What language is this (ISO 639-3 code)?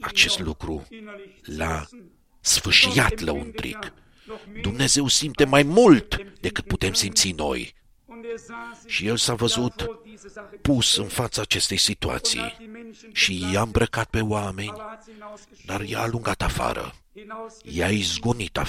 ron